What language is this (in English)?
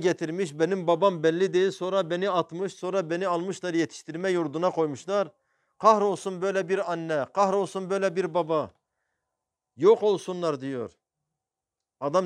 Turkish